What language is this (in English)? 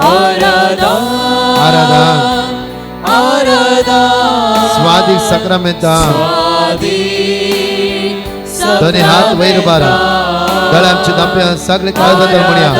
Konkani